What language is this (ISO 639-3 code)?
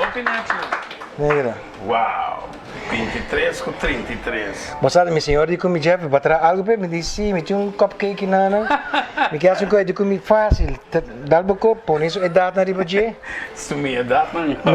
pap